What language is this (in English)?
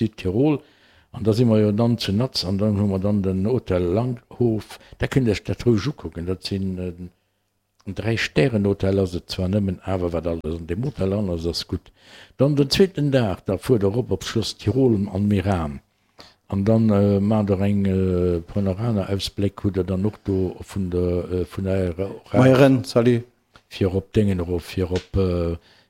Luxembourgish